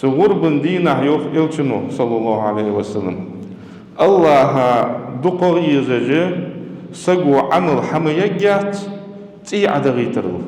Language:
Ingush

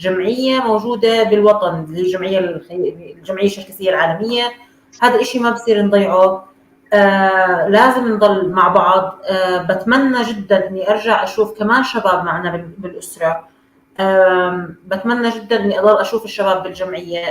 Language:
North Levantine Arabic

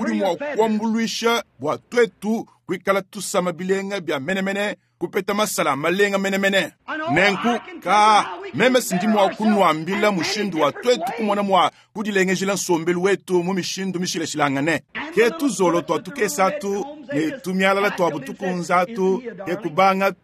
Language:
Luba-Lulua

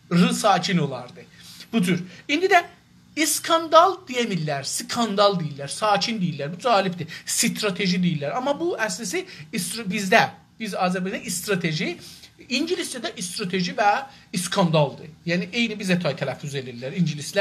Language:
South Azerbaijani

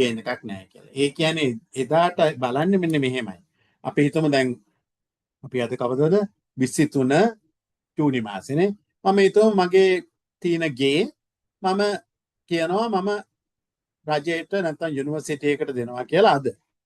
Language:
Sinhala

